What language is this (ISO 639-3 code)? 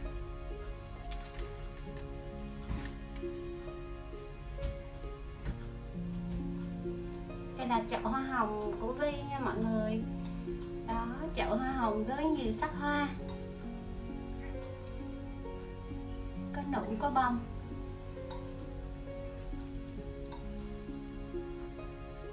vie